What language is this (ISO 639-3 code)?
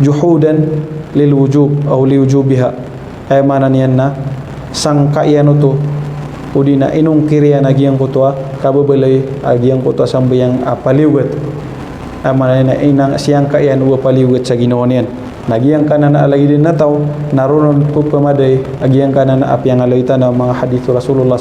mrw